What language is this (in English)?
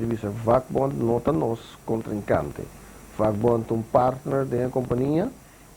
Papiamento